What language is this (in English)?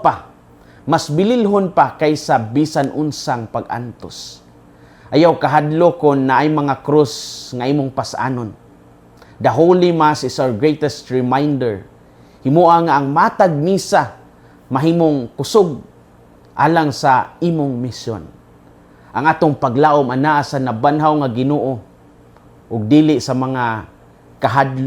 Cebuano